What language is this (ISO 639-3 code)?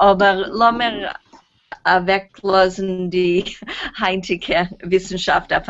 yid